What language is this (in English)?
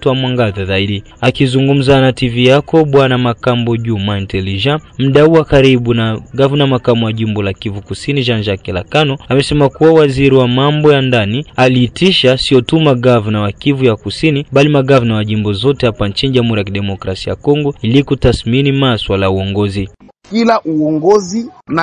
Swahili